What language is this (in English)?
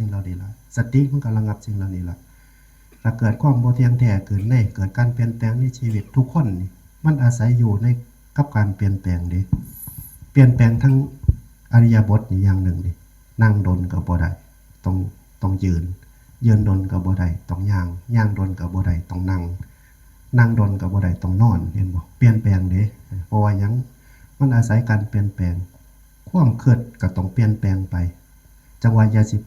Northeastern Thai